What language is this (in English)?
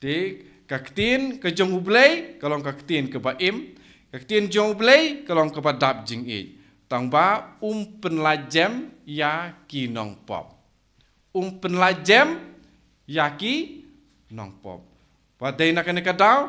Khasi